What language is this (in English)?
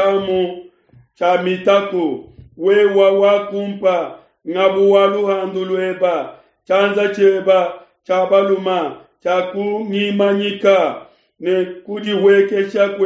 Luba-Lulua